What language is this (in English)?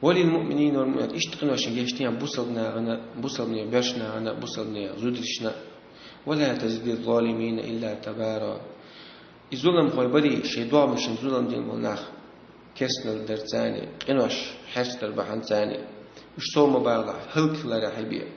Chechen